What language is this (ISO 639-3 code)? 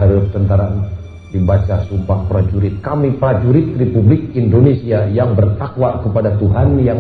sun